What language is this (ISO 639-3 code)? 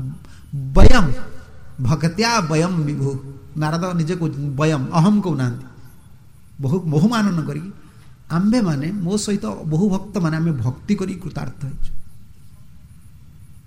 ori